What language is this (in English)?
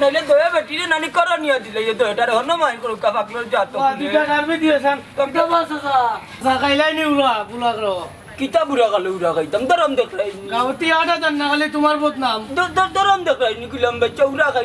Sylheti